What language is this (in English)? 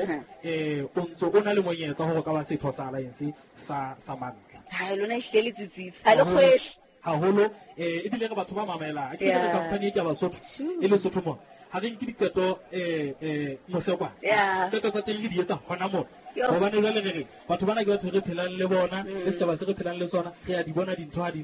Southern Sotho